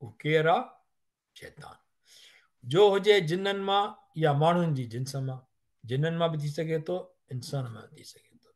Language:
Sindhi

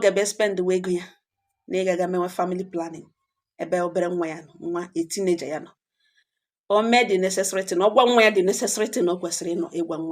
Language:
Igbo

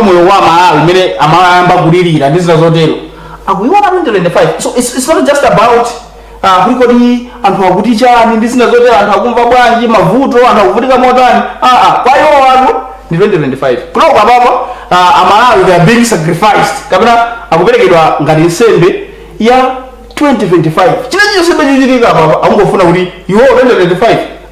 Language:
Nyanja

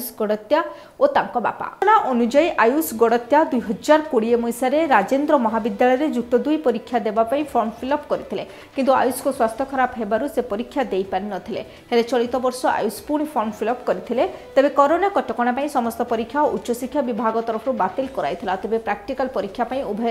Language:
Odia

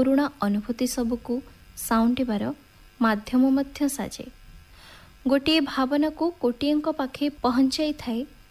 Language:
Odia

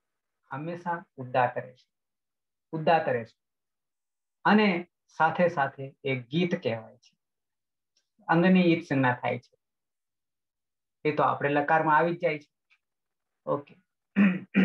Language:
Gujarati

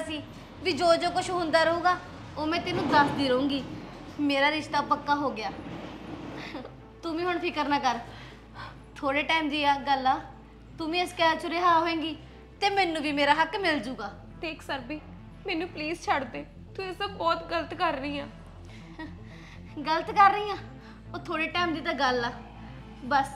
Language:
Punjabi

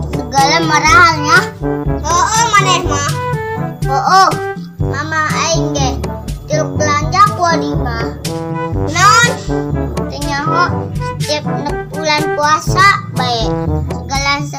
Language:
Sundanese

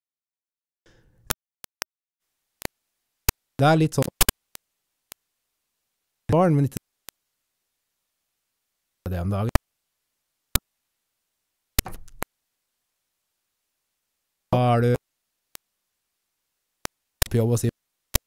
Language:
Norwegian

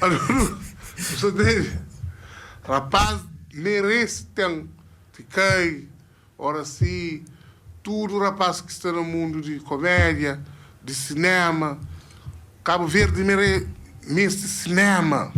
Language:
Kabuverdianu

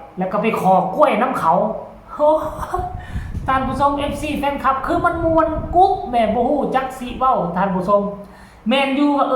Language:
Northeastern Thai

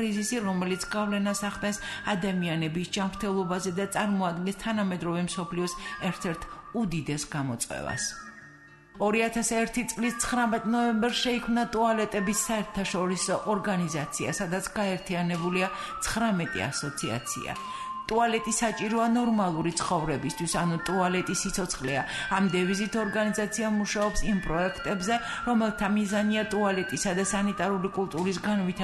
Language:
Georgian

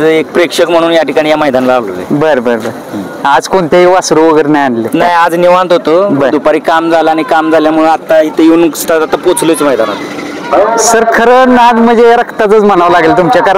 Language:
Marathi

